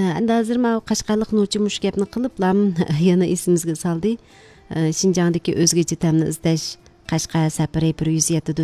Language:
Uyghur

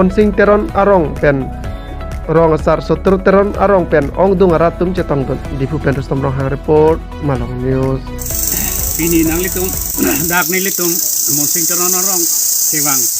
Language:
Karbi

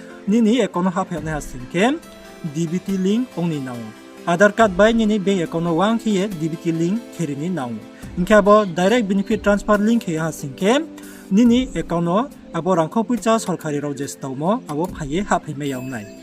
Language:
Riang (India)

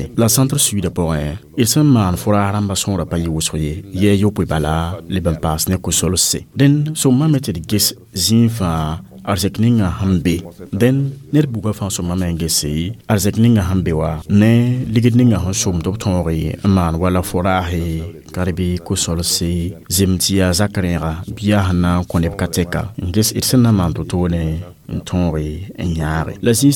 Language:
Mossi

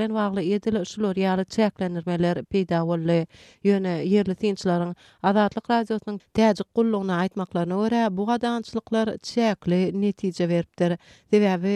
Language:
Turkmen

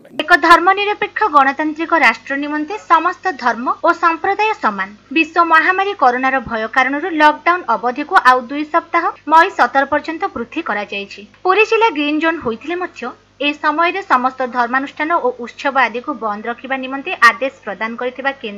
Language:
Odia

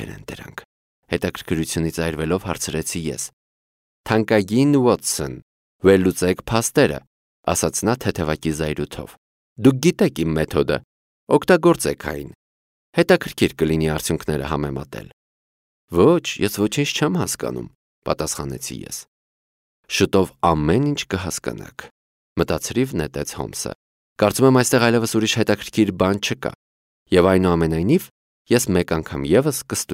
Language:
Armenian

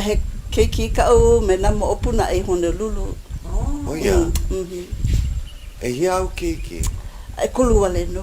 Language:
Hawaiian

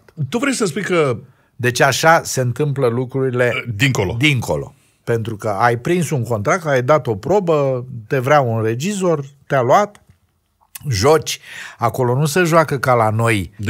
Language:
Romanian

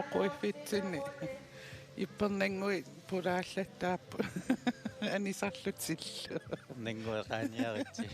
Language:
Kalaallisut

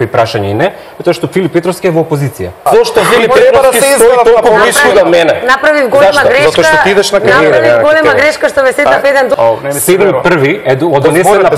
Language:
Macedonian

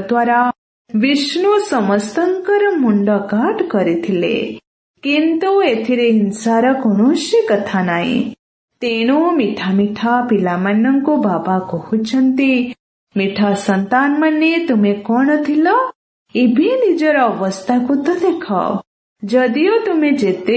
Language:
Odia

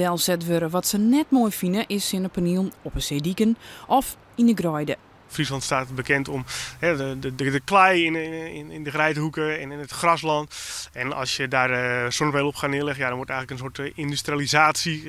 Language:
Western Frisian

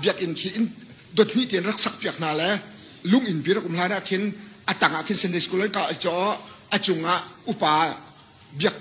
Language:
Hakha Chin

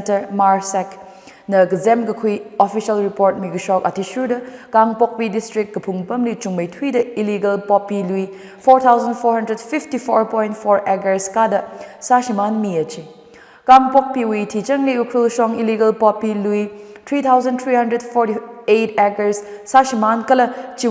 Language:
Tangkhul Naga (India)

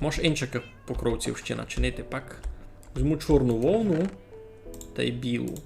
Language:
Rusyn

